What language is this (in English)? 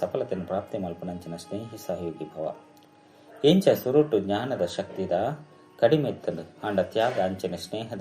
Tulu